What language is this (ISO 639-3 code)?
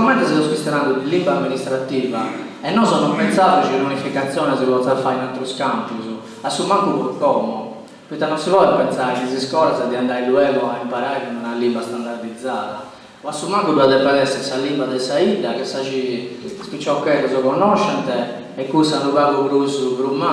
srd